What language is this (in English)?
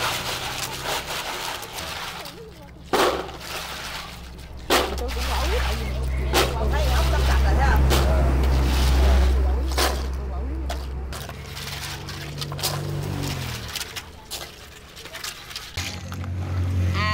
Vietnamese